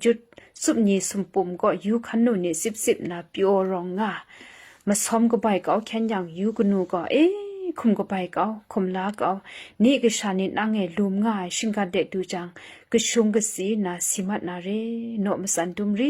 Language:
Kachin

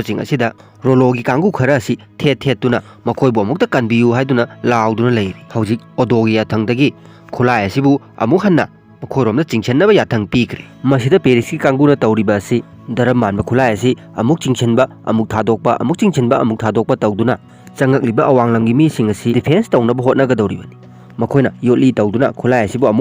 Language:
Manipuri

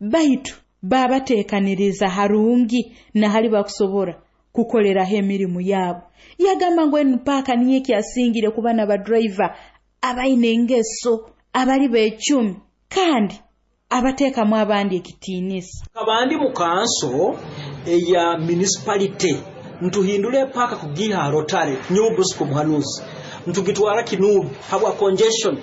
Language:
Nyoro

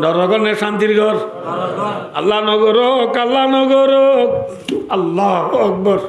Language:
Rohingya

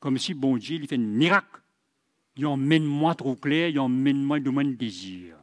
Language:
Morisyen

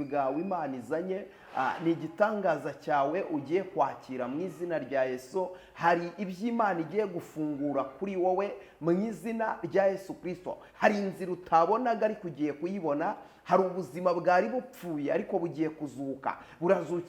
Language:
Kinyarwanda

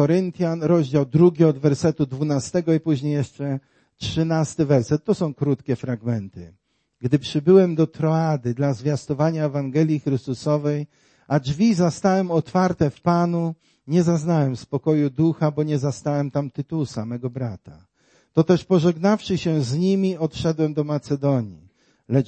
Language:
Polish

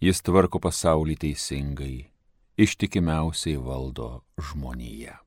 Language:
Lithuanian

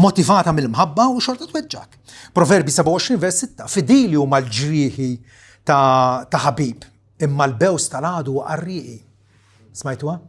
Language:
Maltese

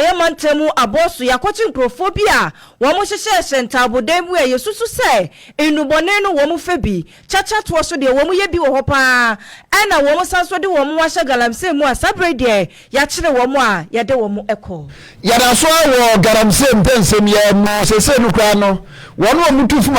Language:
Akan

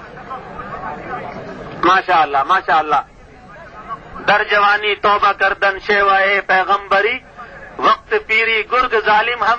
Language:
Urdu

